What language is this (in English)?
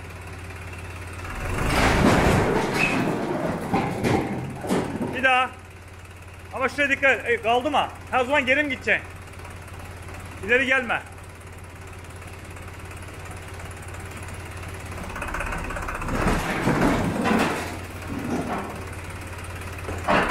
Turkish